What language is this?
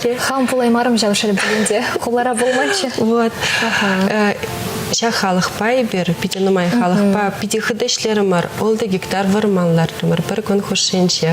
Chuvash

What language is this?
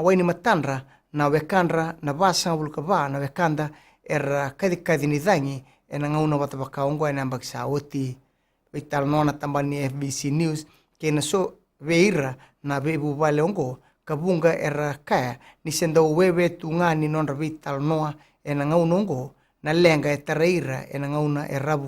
Fijian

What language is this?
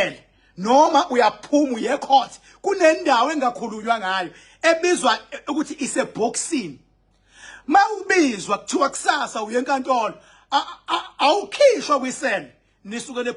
Zulu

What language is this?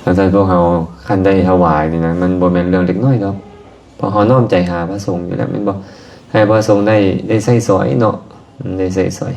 Lao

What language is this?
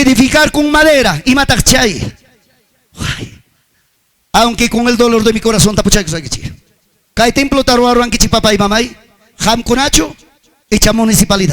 Ayacucho Quechua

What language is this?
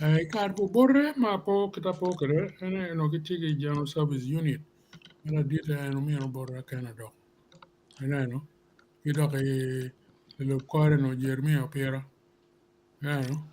Acoli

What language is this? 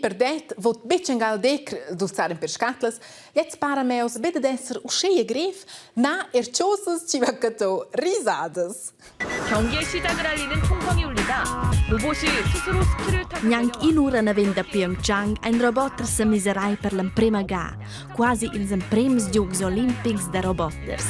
Romansh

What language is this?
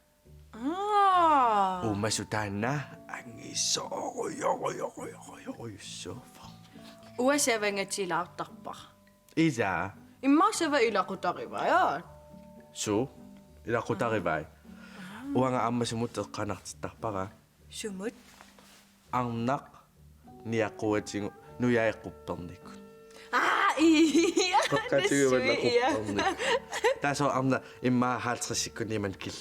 Kalaallisut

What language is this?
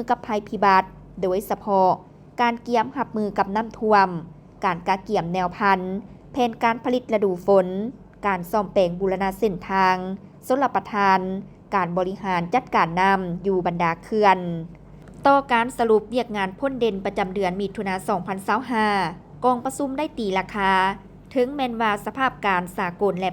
Lao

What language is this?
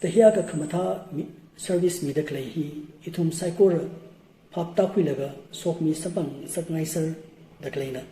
Tangkhul Naga (India)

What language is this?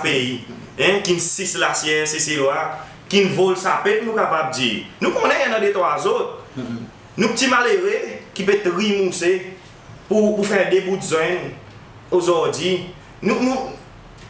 Seselwa Creole French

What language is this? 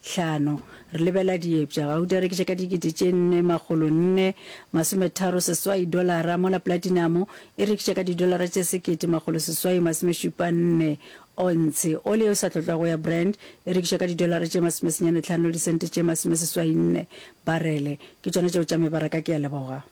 Northern Sotho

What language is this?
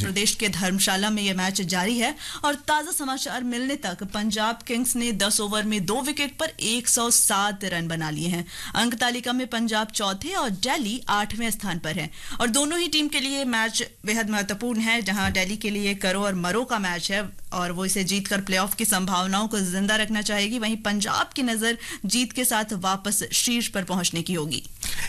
Hindi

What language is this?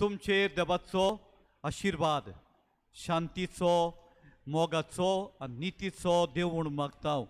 Konkani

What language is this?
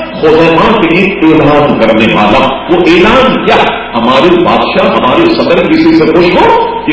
Urdu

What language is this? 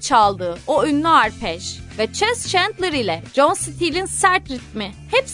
Turkish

